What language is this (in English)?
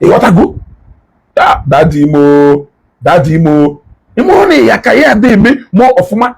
Igbo